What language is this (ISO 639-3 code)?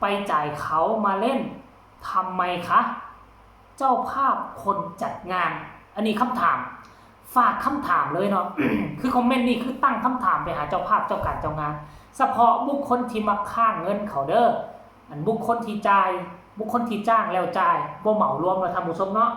tts